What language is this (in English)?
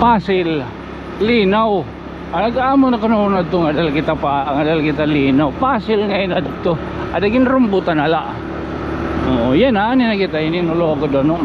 Waray